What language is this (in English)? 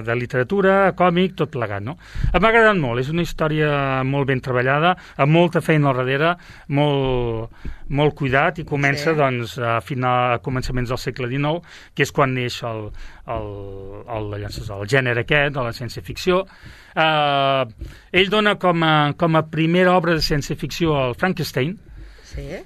Catalan